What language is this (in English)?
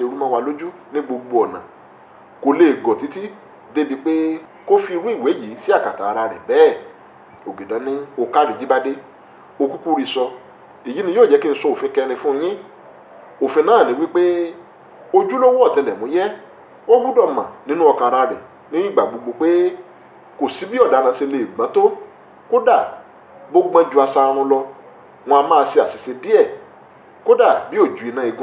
Yoruba